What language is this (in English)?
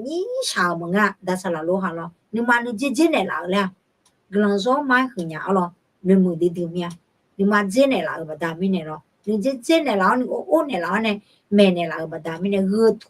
Akha